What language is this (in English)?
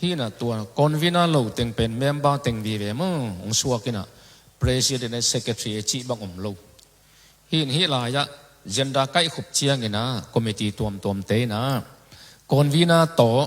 Tedim Chin